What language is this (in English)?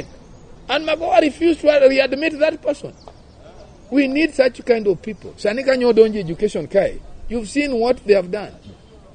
Luo (Kenya and Tanzania)